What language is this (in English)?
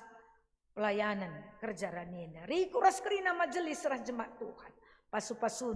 Batak Karo